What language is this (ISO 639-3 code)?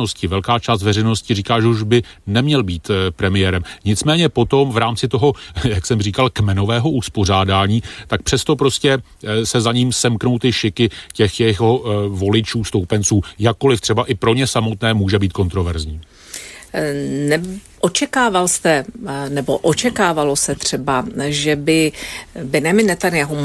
ces